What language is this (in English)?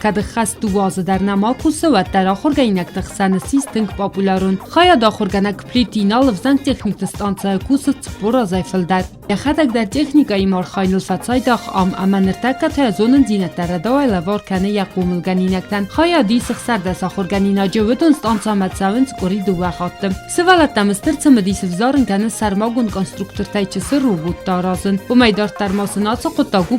Ossetic